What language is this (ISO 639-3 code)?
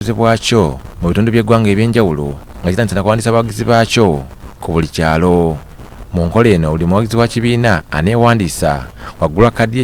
lug